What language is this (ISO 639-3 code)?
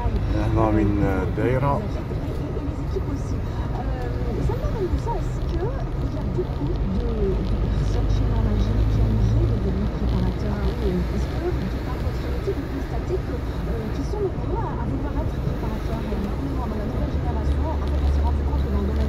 fra